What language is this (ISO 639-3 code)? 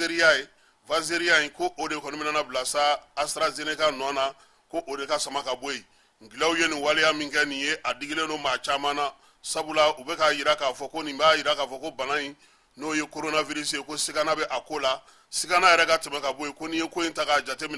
bam